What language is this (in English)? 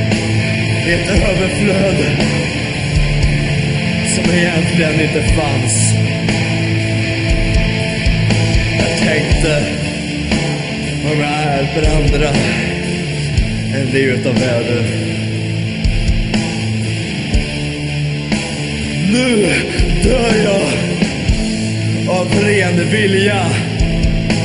Swedish